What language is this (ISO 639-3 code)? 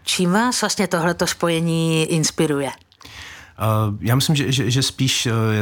ces